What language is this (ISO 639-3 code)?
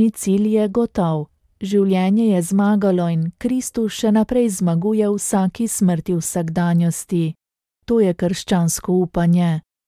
slv